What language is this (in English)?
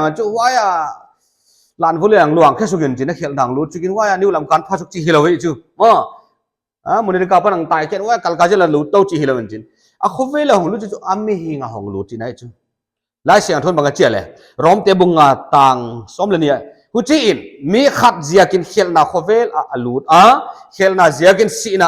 Paite Chin